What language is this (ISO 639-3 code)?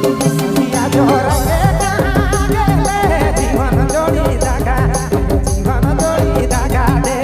sck